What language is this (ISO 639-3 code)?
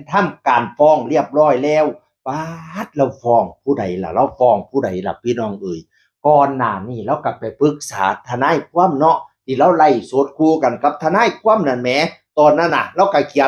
tts